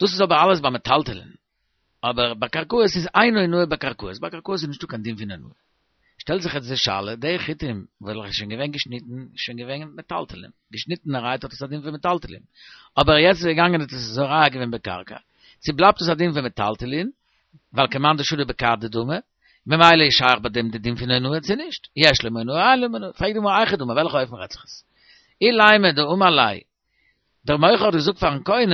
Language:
Yiddish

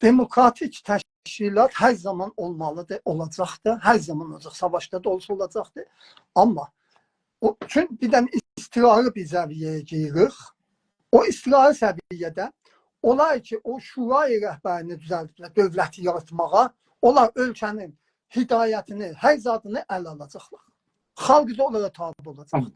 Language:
South Azerbaijani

